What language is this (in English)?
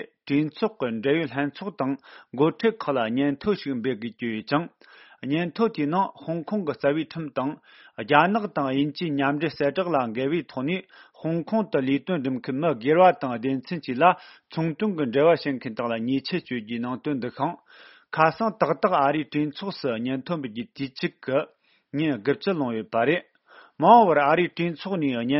Tibetan